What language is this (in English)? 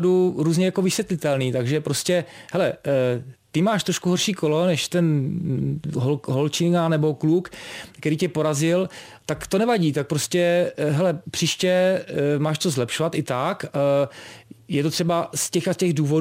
Czech